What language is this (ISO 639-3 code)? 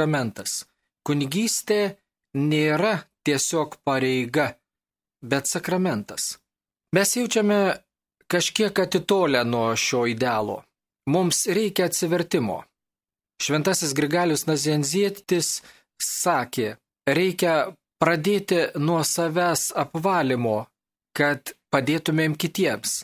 lit